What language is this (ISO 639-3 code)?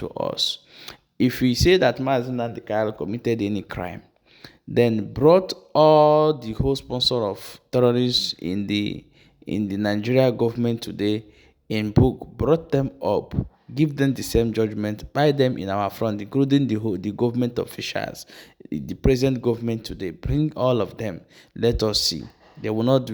ibo